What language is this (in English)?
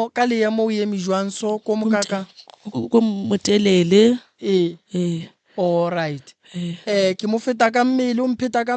Northern Sotho